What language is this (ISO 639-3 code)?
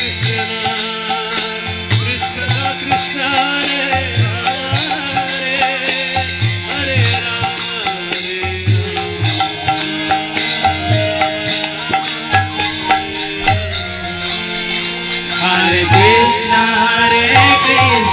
kan